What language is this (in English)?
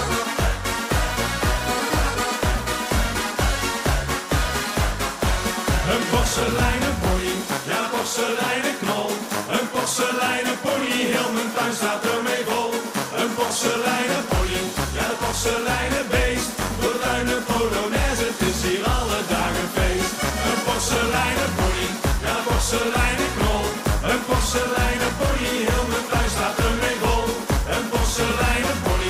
Dutch